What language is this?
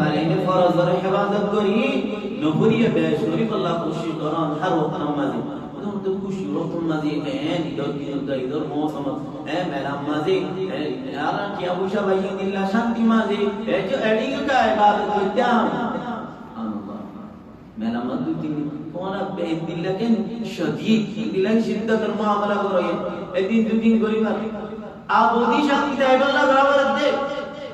Rohingya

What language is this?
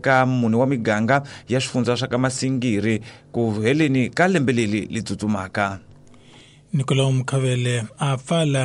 Tsonga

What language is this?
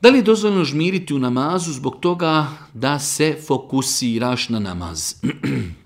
Bosnian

